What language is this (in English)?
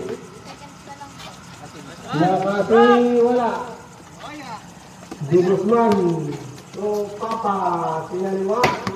Filipino